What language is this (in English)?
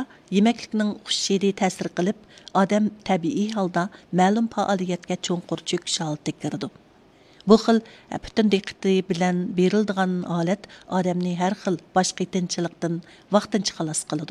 Uyghur